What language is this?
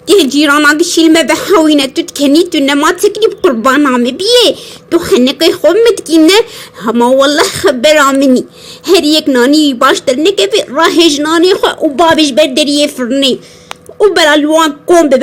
Kurdish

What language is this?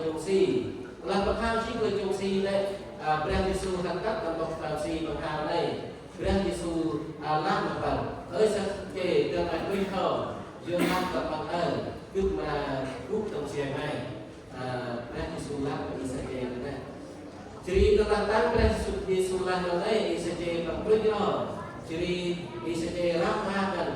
Central Mnong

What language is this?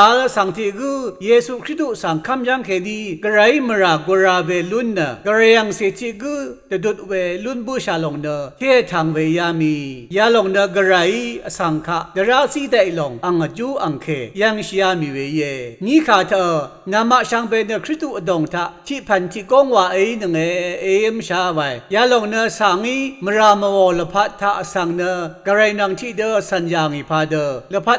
Rawang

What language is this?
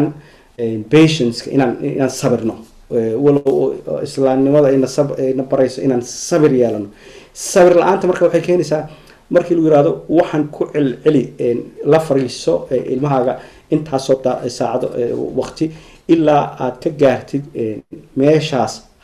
Somali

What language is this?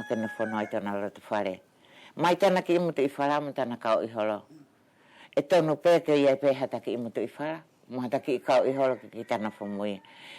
Wallisian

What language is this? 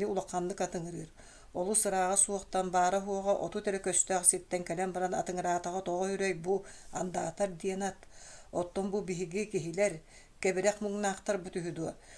Yakut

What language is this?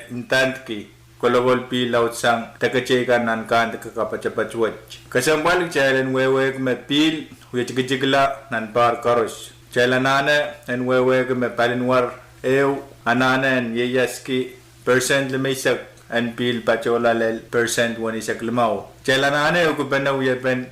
Pohnpeian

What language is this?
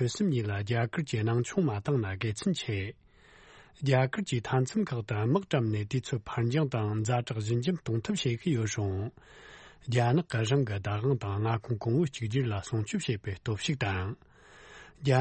Tibetan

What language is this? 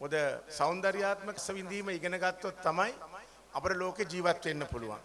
Sinhala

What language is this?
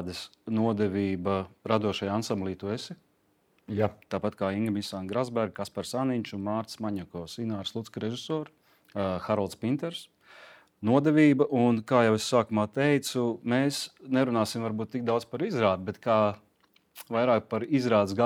Latvian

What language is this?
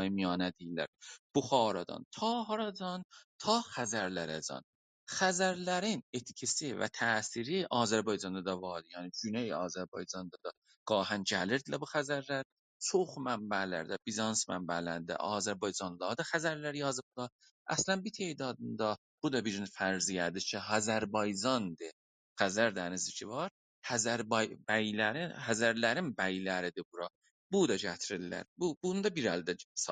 South Azerbaijani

